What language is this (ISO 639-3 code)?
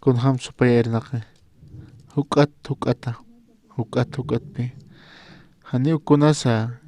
aym